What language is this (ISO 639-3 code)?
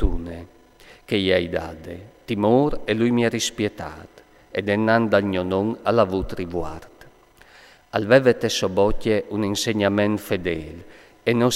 fur